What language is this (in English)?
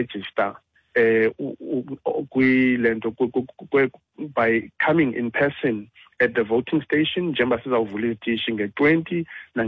Xhosa